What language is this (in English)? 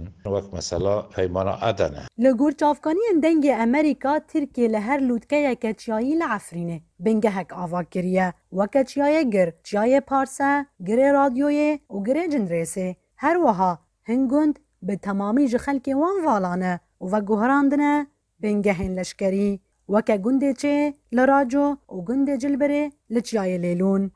Kurdish